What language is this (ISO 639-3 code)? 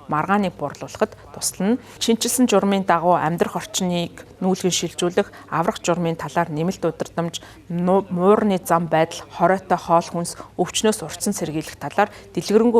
mon